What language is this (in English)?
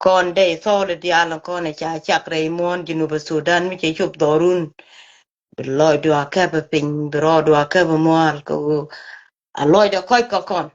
Nuer